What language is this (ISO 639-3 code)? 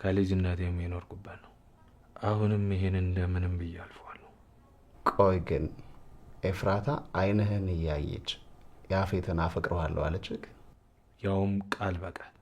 amh